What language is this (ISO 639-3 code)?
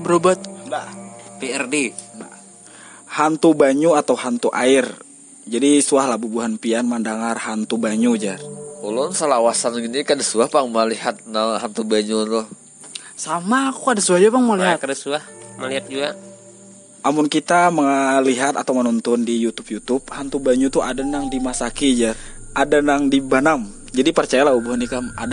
bjn